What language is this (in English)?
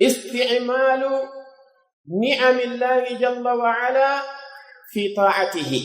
Pular